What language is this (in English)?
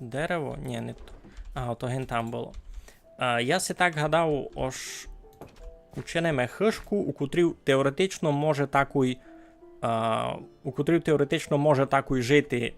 Rusyn